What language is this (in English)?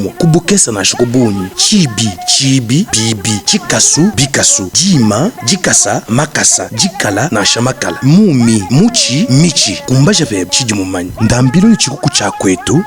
Luba-Lulua